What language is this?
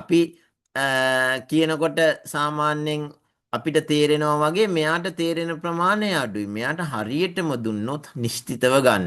Sinhala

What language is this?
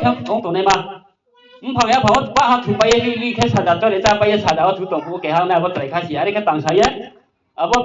Riang (India)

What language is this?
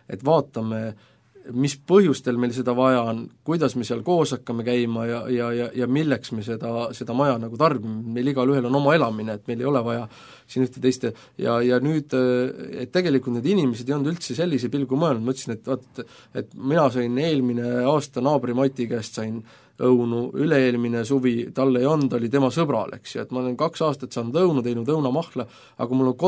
Estonian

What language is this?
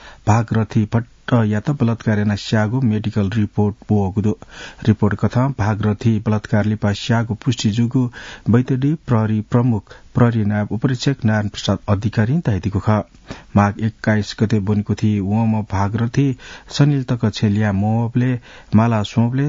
Newari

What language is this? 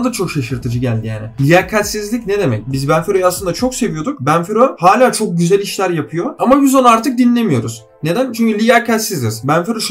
Turkish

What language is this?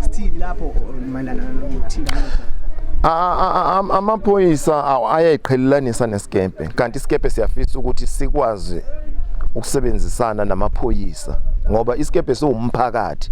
Zulu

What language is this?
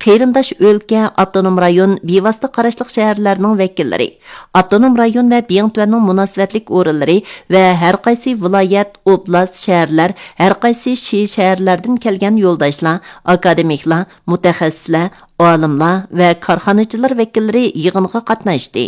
Uyghur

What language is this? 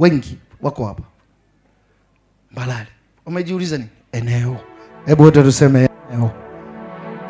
Swahili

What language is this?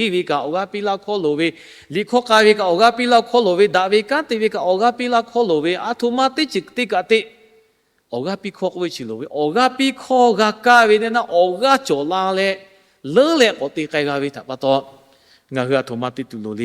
Lahu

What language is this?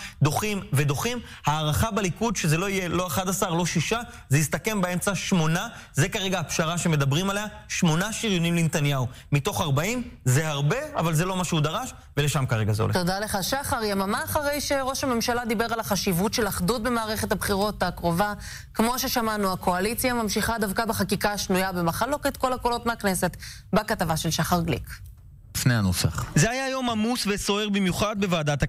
Hebrew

